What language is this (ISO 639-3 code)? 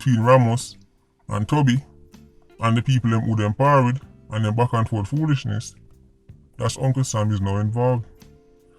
jam